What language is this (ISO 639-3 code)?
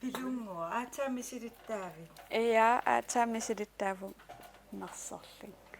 kal